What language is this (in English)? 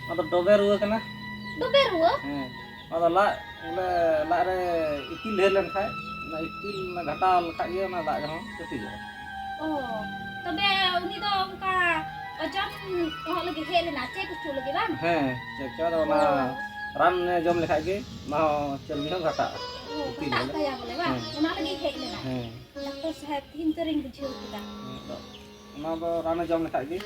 Santali